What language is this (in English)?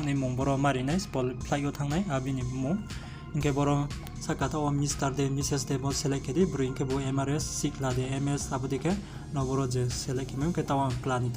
Riang (India)